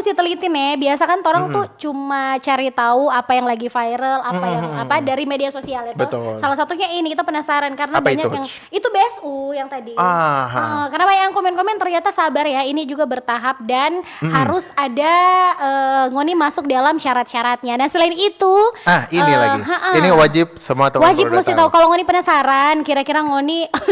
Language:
Manado Malay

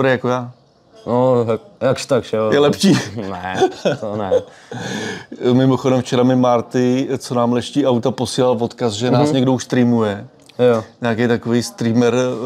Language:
Czech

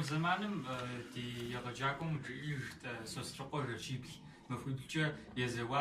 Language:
Kabardian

